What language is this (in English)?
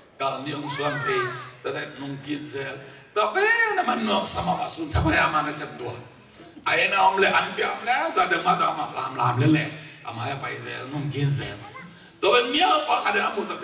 Tedim Chin